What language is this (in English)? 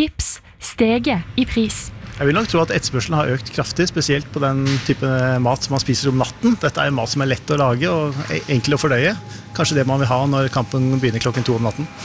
Norwegian